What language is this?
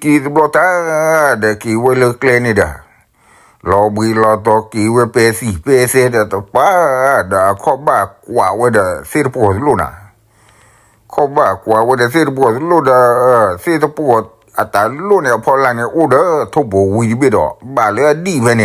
S'gaw Karen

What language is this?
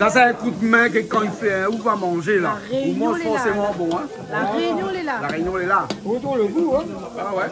Réunion Creole French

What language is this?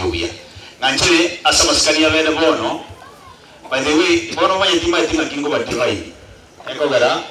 Gusii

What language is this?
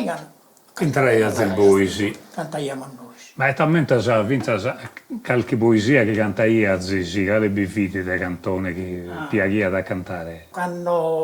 Sardinian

